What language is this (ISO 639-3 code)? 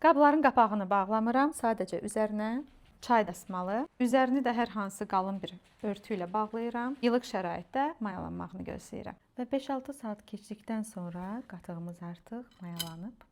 aze